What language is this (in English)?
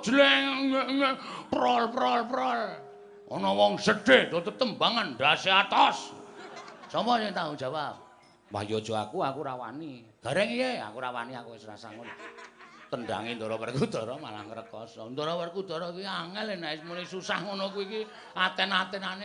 Javanese